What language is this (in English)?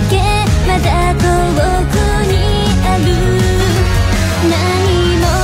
Japanese